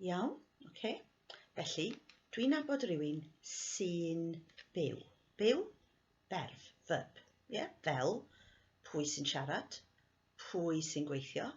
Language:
Welsh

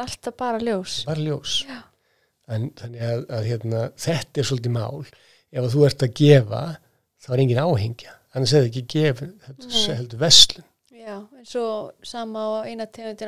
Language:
Icelandic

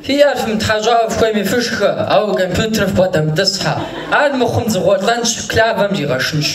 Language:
Kabardian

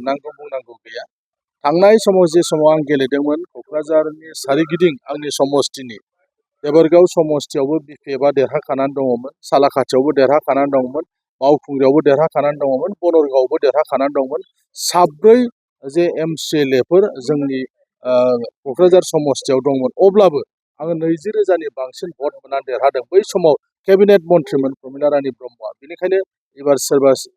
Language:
Bodo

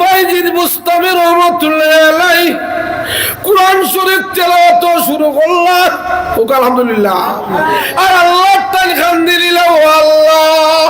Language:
Sylheti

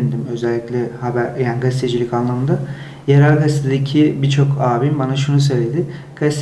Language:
Turkish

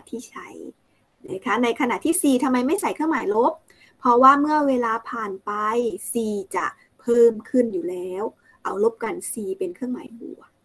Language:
Thai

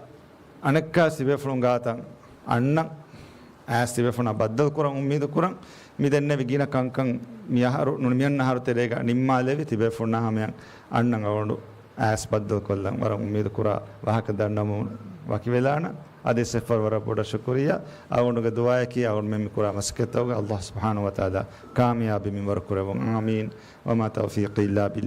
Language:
Divehi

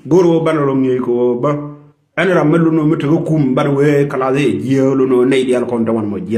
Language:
Nuer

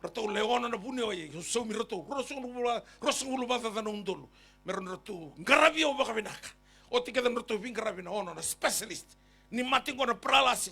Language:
Fijian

